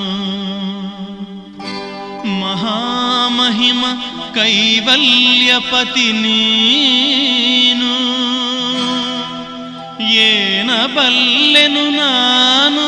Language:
Kannada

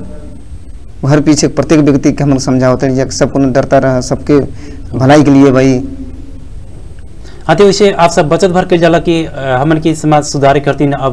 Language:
Bhojpuri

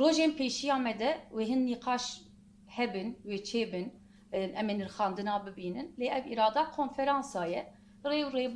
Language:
Kurdish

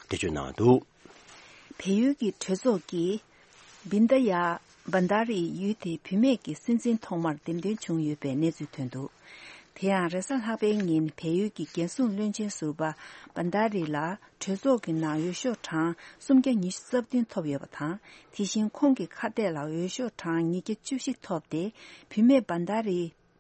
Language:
Tibetan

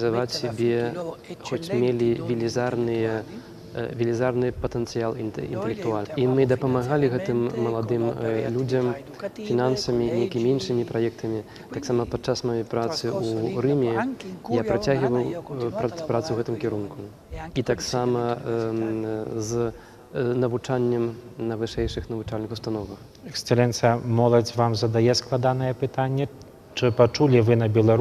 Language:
Belarusian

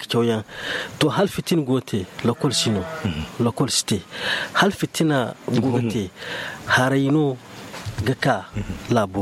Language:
Zarma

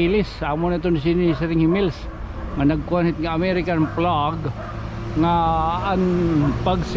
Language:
Waray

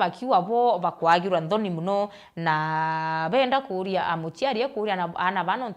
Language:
Meru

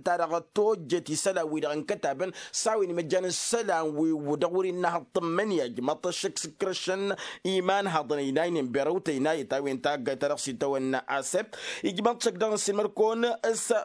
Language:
Tamasheq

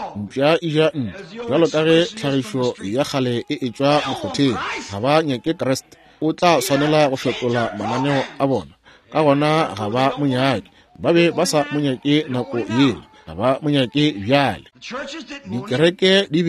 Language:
Northern Sotho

